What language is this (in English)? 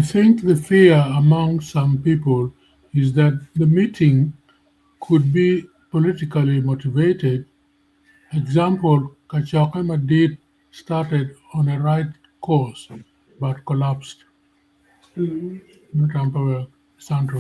Acoli